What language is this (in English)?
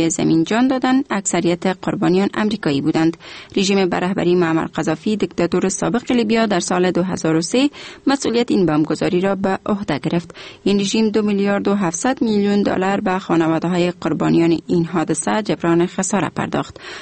Persian